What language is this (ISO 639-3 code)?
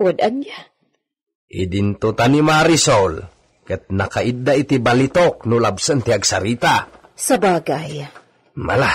ilo